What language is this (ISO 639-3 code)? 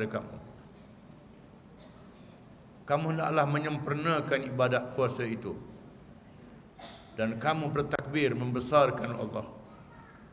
msa